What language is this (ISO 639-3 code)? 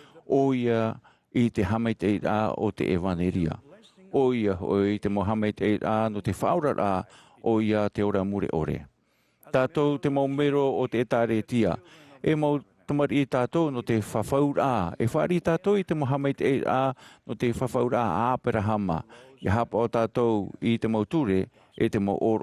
tah